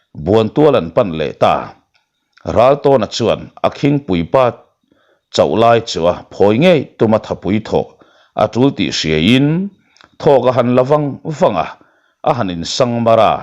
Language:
Mizo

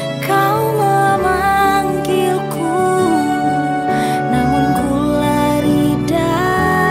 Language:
Indonesian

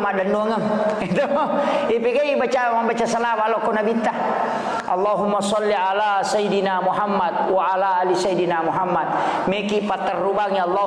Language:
Buginese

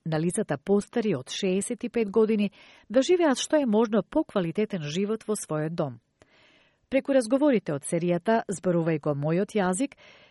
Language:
Macedonian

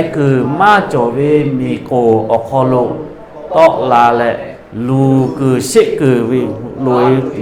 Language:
Lahu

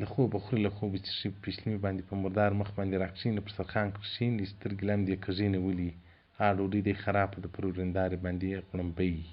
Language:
Pashto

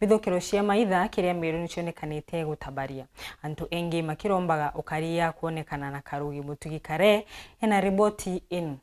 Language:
Meru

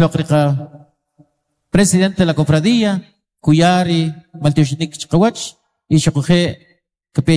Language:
Kʼicheʼ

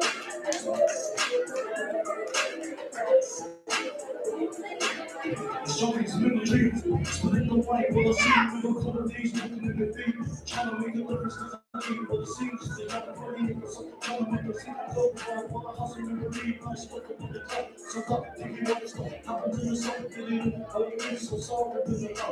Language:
English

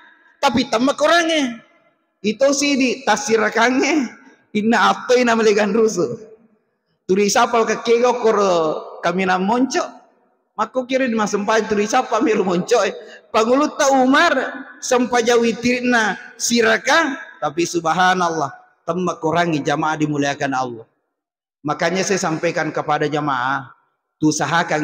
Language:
Buginese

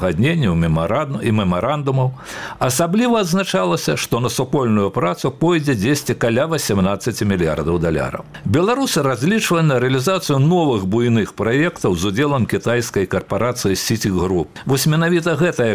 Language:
Belarusian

